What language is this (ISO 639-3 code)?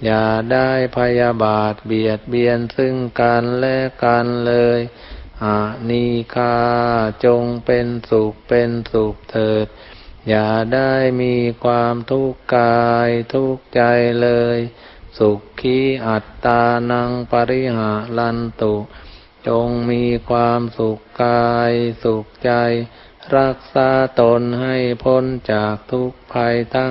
tha